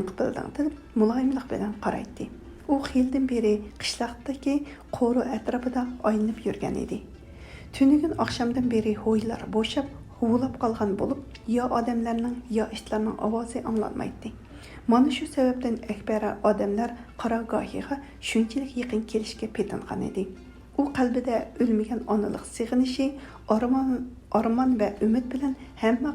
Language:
Uyghur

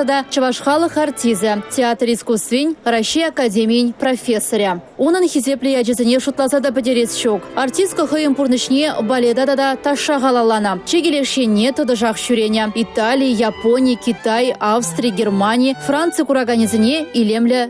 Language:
Chuvash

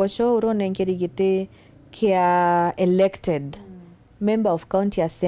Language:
Meru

